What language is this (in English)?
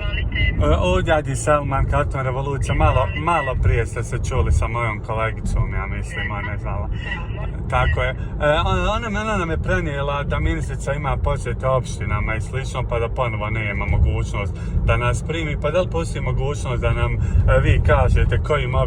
Bosnian